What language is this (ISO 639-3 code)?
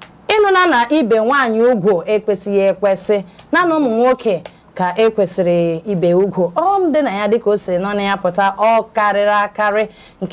ibo